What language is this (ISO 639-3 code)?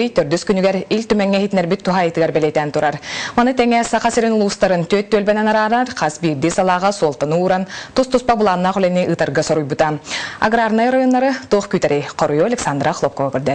sah